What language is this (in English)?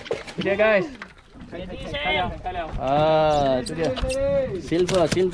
Malay